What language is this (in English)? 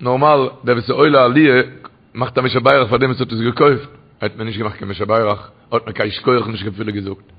Yiddish